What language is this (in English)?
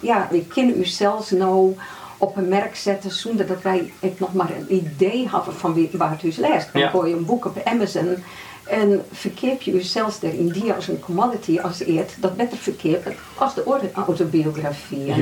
Western Frisian